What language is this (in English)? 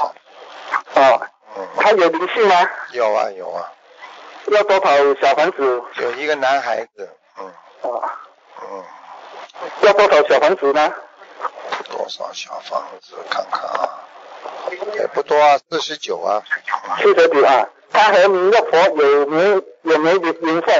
Chinese